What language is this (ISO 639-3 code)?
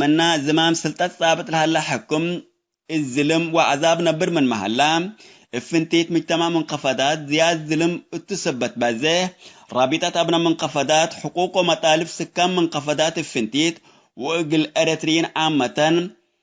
tig